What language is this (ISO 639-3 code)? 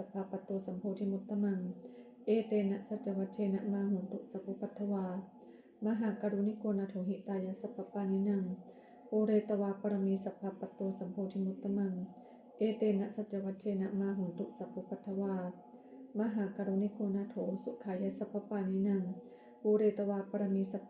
pli